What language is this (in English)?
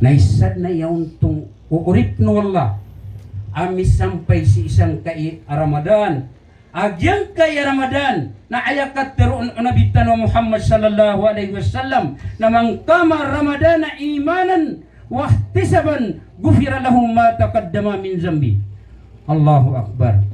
Maranao